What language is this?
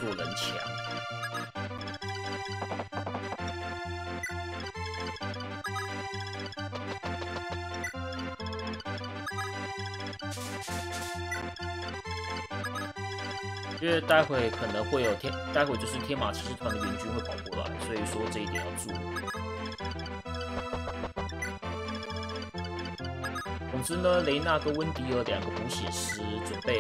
Chinese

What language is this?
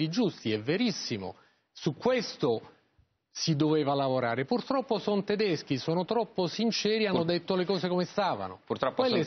Italian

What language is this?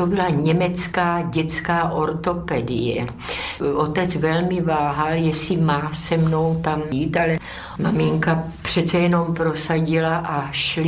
Czech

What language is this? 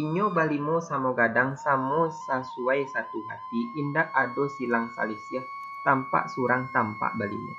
Minangkabau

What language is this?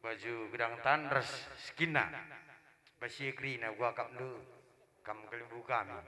Batak Karo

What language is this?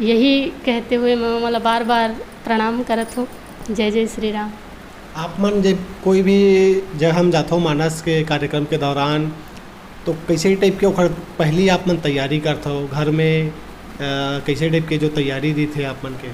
Chhattisgarhi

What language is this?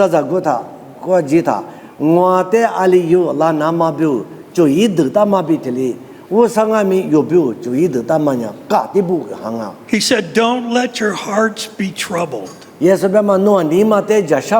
Lisu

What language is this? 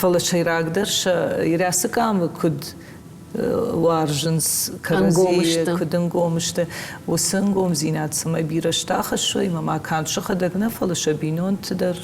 Ossetic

